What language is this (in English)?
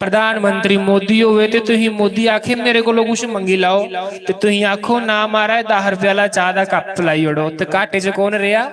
Dogri